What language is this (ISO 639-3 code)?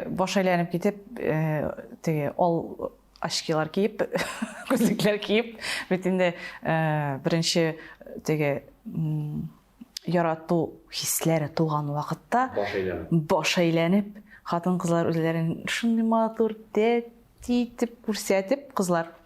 tat